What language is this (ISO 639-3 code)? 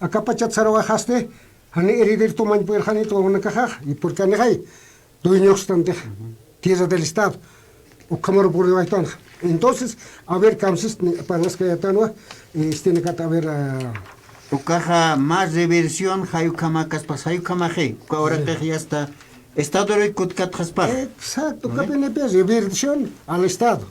aym